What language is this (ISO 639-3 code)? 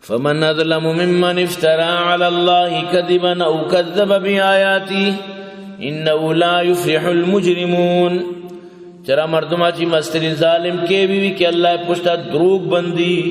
bal